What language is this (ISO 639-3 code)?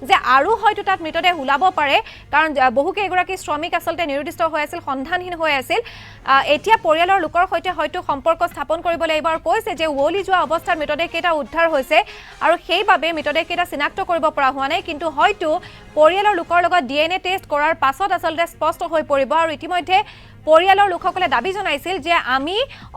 asm